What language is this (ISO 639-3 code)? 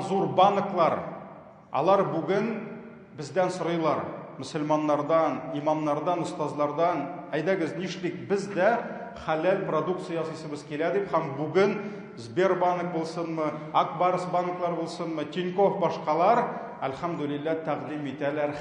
tat